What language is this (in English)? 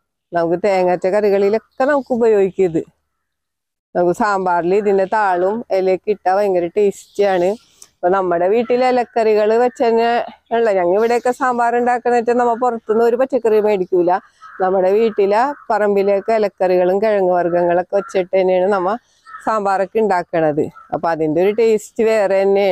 Malayalam